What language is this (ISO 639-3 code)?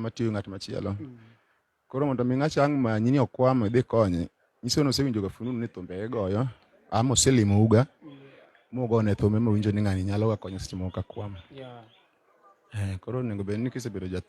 luo